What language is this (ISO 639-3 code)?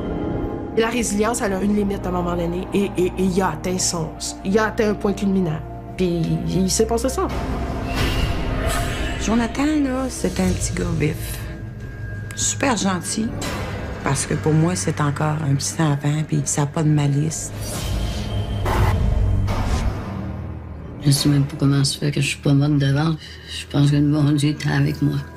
fra